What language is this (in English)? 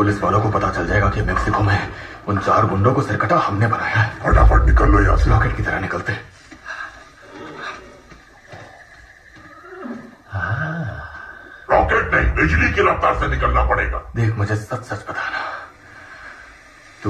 Hindi